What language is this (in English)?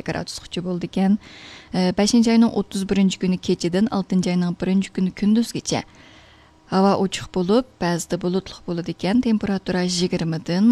Uyghur